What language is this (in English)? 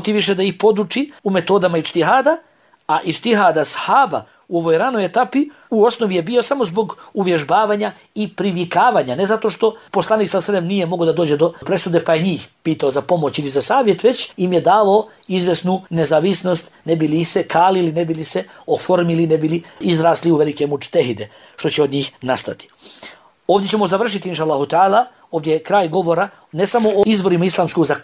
Bosnian